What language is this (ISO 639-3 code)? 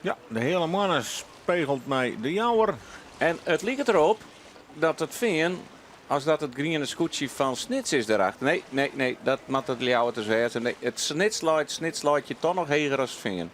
fry